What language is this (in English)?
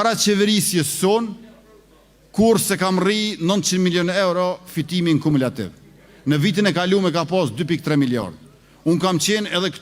Albanian